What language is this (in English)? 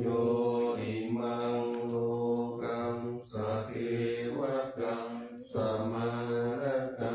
Pali